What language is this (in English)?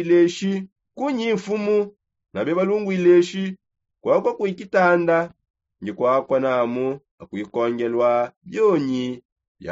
Songe